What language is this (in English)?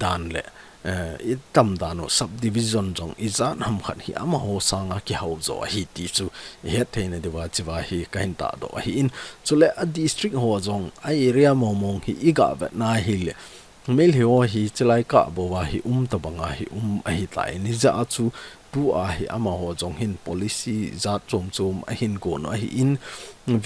Thado Chin